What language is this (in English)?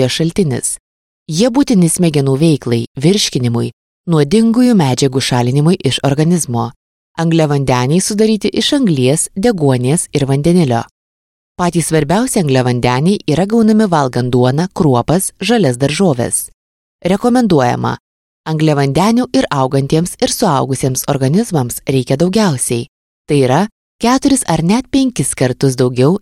Lithuanian